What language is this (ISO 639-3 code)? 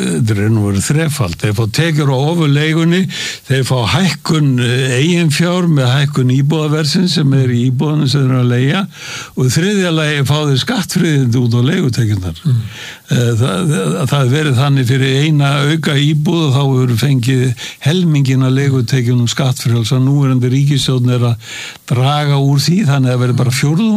isl